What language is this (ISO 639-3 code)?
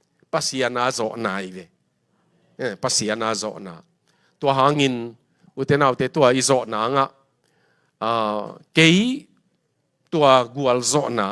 ctd